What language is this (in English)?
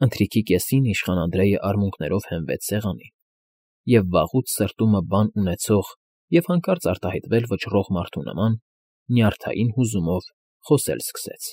Armenian